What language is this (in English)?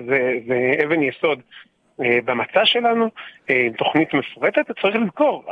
Hebrew